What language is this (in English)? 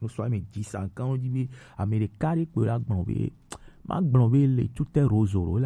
Gen